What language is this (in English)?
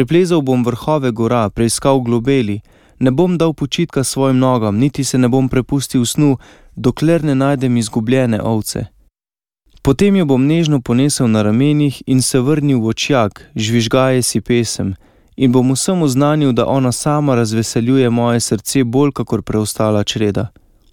Slovenian